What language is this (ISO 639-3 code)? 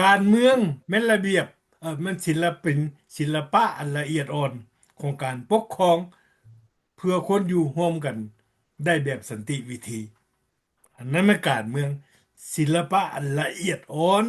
lao